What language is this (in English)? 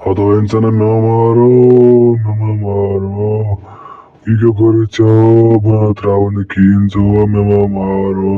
Kashmiri